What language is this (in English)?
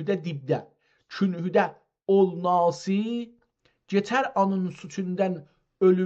South Azerbaijani